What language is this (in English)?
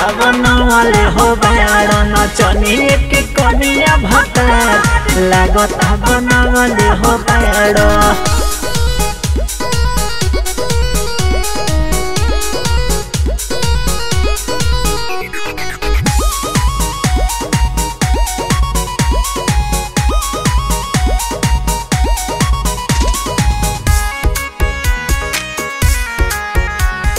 Bhojpuri